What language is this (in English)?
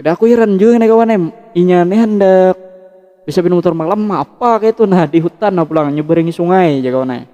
Banjar